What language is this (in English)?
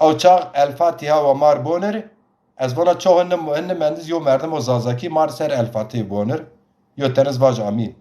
Zaza